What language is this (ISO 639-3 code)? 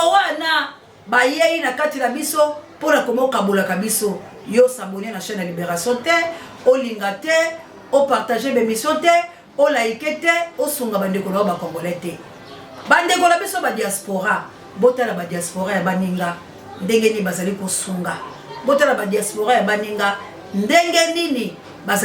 lin